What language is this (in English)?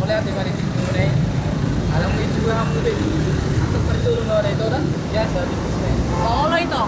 Batak Toba